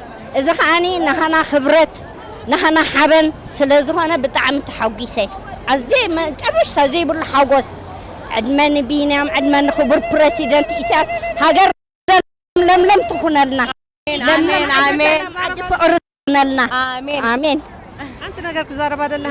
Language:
Tigrinya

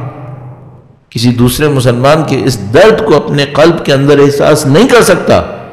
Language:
Urdu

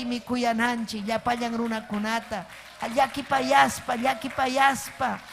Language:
Ayacucho Quechua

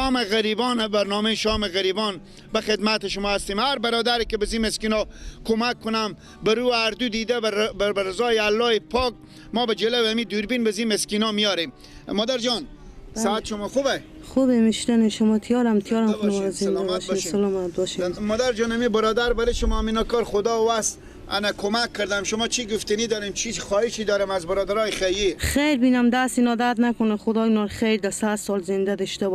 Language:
Persian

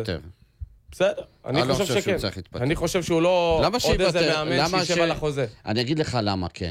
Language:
Hebrew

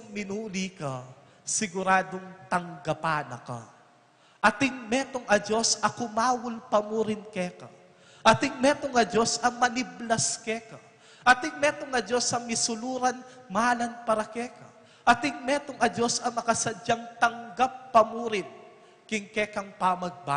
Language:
Pampanga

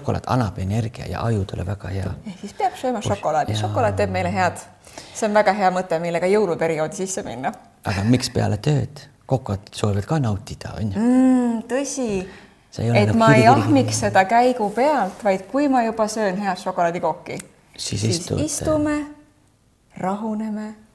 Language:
Estonian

